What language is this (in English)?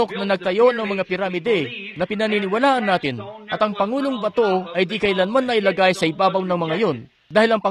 Filipino